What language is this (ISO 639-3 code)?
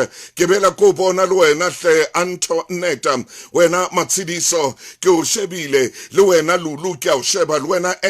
sot